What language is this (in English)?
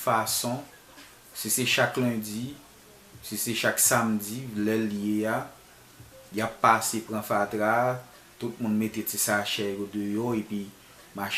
Haitian Creole